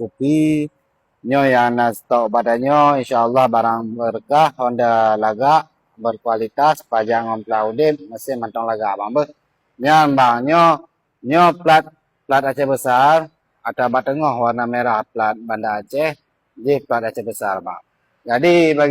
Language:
Achinese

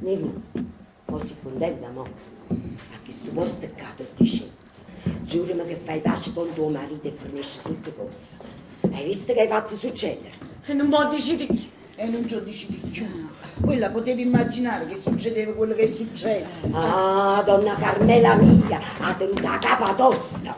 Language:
Neapolitan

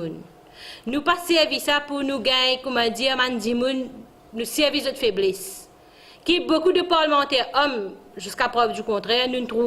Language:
Morisyen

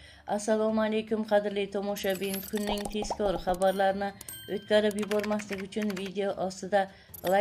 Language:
Uzbek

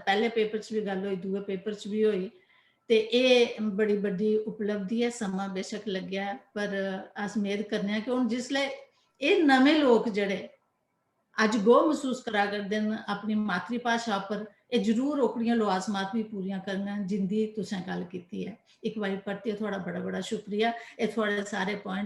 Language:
Dogri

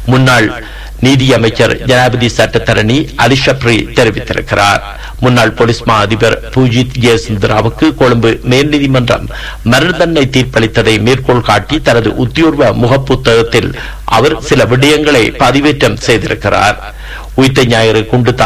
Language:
Tamil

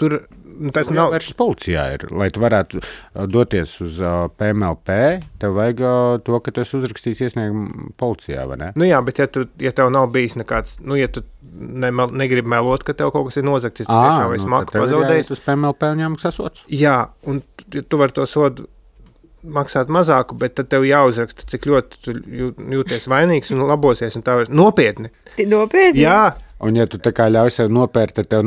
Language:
Latvian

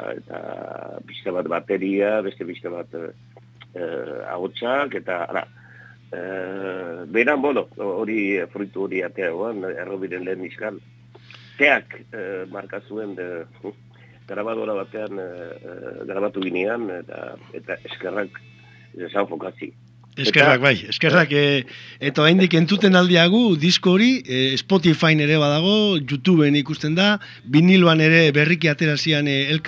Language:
Basque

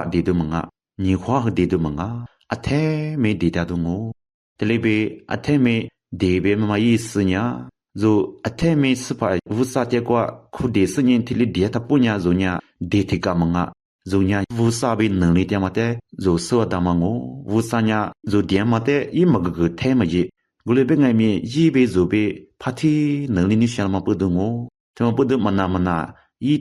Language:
Lisu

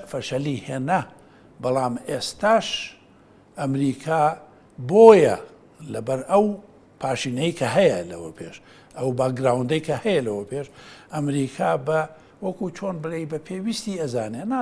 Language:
Central Kurdish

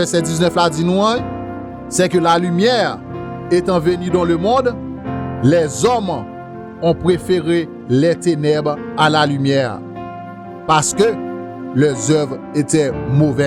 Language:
Haitian Creole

